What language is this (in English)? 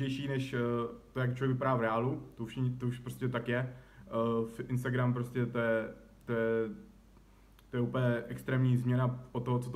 Czech